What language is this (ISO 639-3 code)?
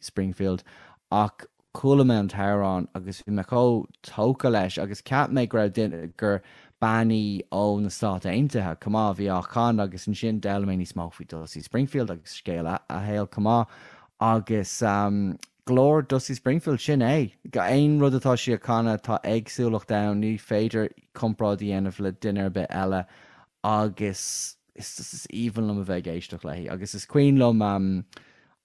gle